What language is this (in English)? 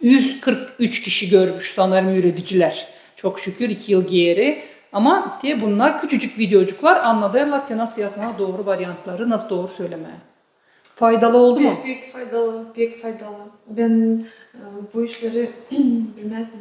Gagauz